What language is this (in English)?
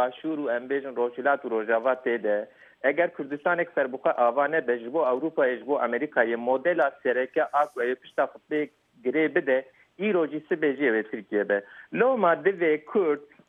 Kurdish